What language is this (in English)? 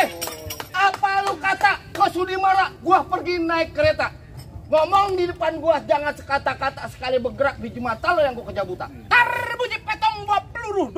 Betawi